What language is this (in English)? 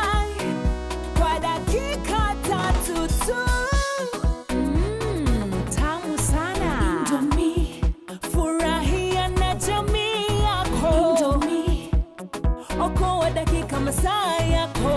Swahili